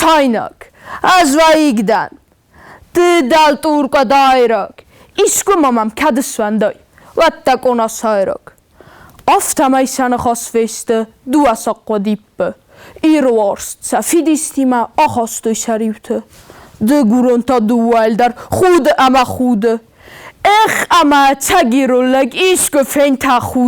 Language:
Ossetic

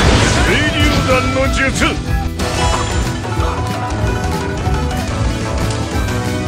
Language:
Japanese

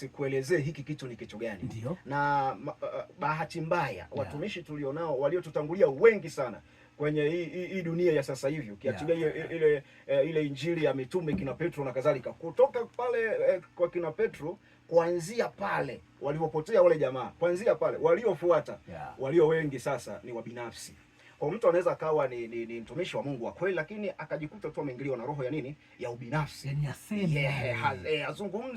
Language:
Swahili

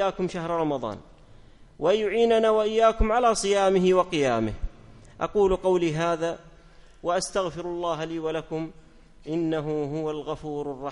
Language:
Arabic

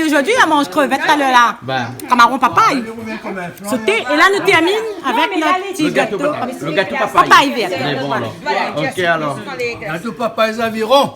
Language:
Réunion Creole French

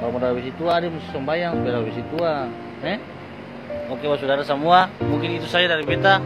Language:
Ambonese Malay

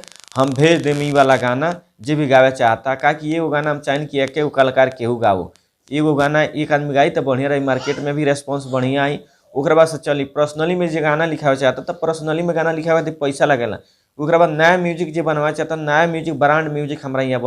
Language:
Bhojpuri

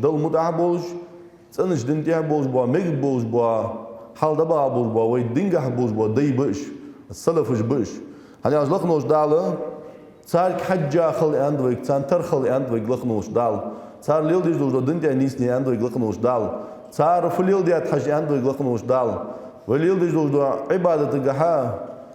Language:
Ingush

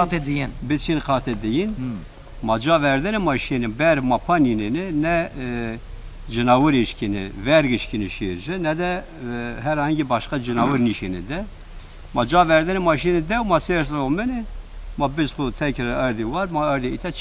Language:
Zaza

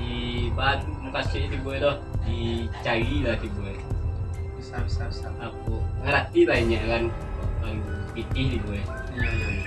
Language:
Minangkabau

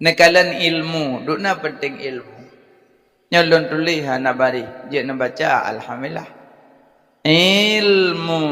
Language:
Achinese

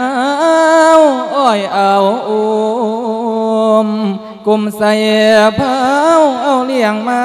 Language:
Lao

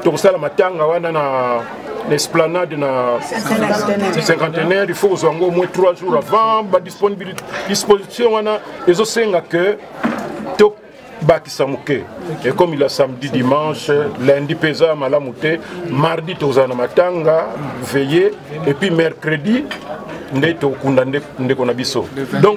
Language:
Lingala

